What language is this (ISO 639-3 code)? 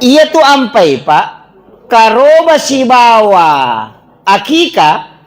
bug